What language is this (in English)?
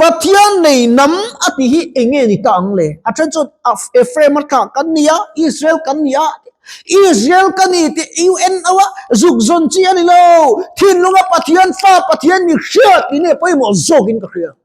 Mizo